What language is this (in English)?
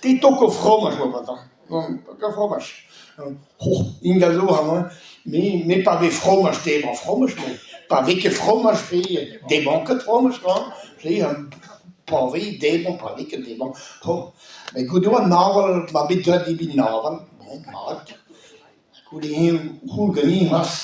Breton